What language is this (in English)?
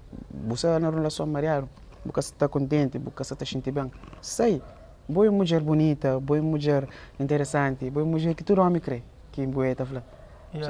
Kabuverdianu